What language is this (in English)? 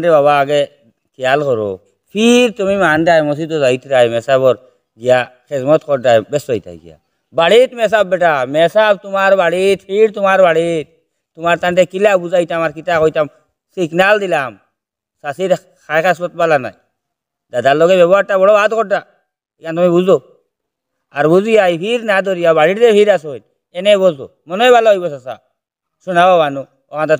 Sylheti